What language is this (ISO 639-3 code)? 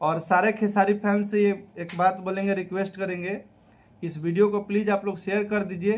bho